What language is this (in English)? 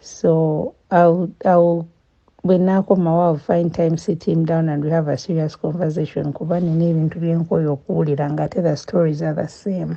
Ganda